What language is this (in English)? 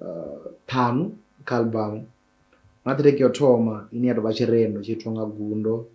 Venda